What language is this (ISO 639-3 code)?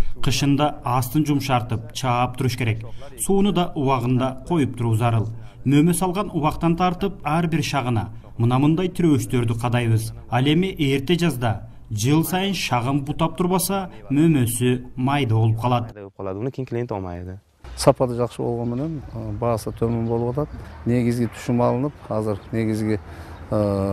kir